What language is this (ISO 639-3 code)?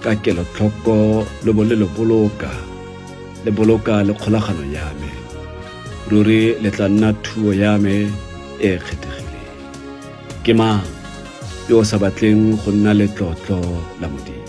tsn